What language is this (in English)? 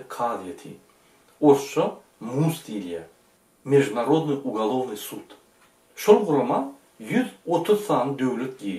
Turkmen